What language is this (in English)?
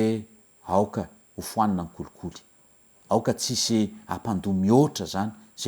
Malagasy